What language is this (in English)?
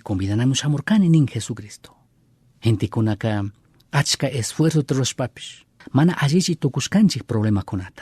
Chimborazo Highland Quichua